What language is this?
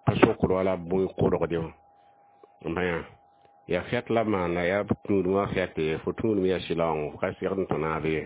Mossi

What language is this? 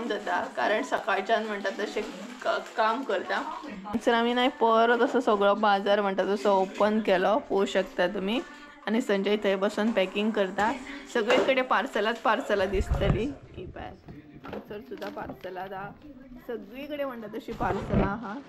Konkani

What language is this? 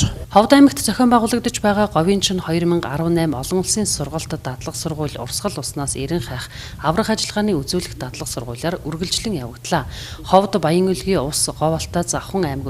Mongolian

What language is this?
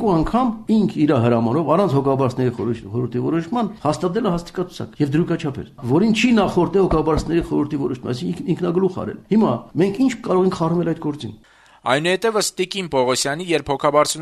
Armenian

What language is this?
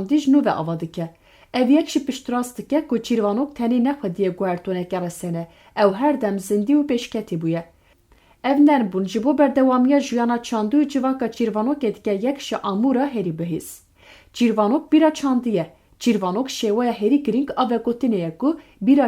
Kurdish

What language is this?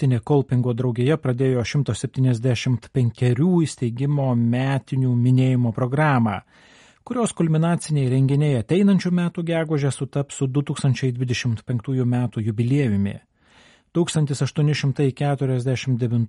Lithuanian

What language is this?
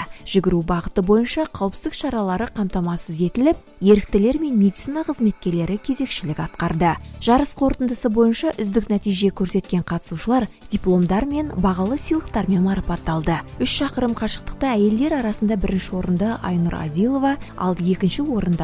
Kazakh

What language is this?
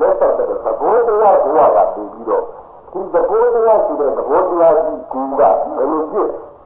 Burmese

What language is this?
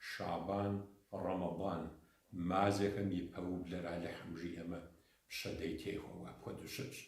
Kabardian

